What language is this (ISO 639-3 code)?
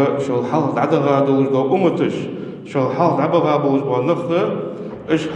inh